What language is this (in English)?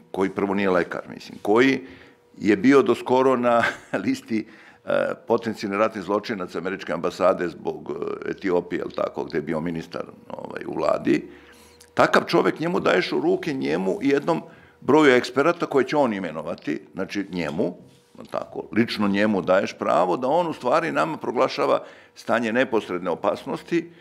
Serbian